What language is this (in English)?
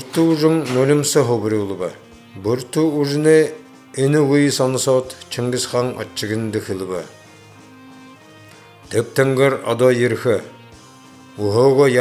Buriat